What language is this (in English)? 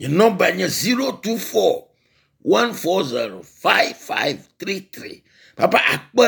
Ewe